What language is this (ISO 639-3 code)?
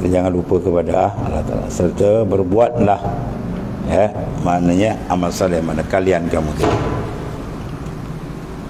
msa